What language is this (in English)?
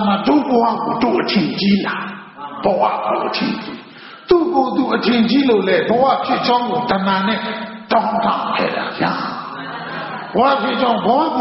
Burmese